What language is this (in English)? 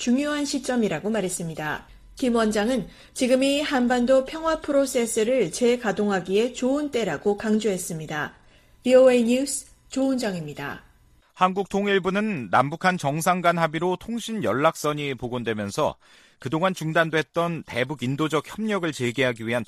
Korean